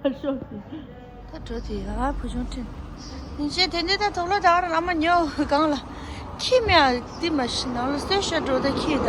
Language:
Tibetan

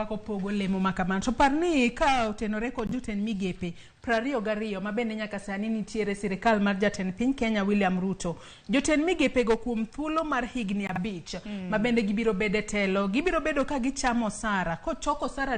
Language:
Luo (Kenya and Tanzania)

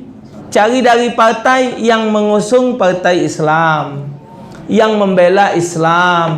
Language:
Musi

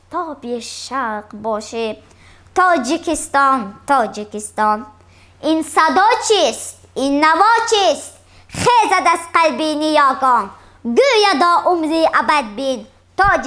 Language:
Tajik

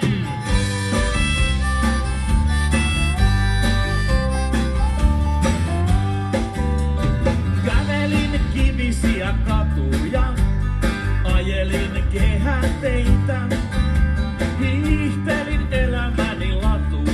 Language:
Finnish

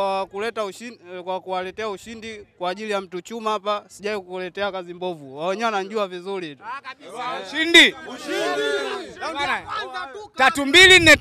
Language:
Swahili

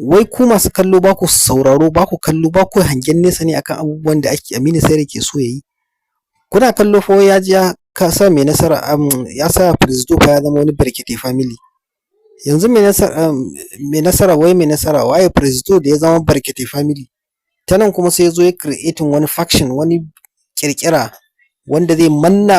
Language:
Hausa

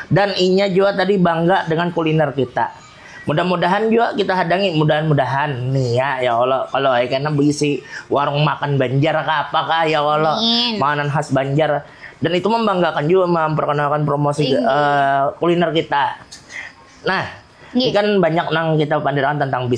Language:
Banjar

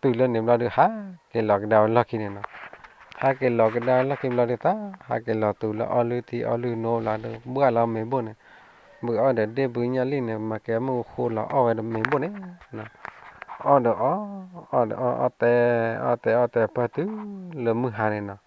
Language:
S'gaw Karen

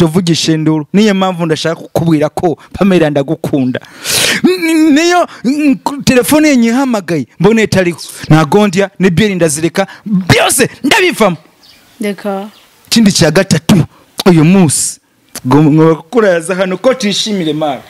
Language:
Kinyarwanda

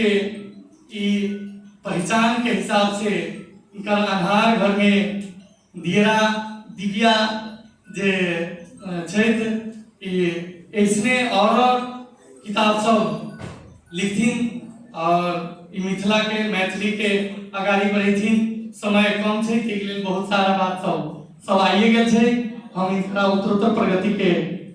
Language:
Maithili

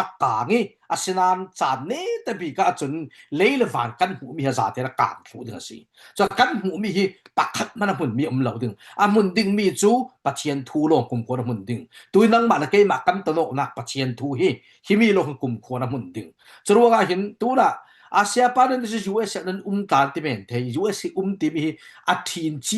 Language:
Falam Chin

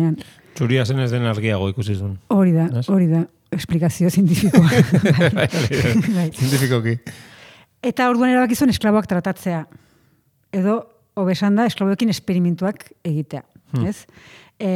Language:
Basque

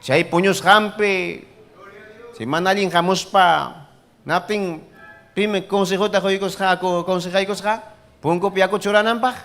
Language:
Ayacucho Quechua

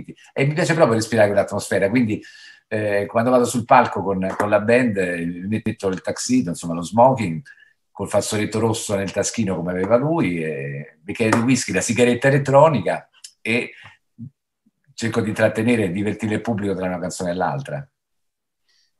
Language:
Italian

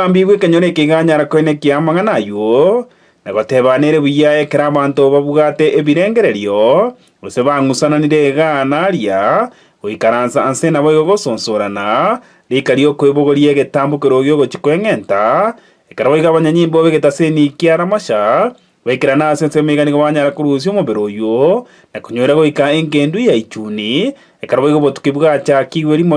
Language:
Gusii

